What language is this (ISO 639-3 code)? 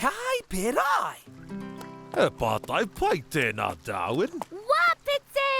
mri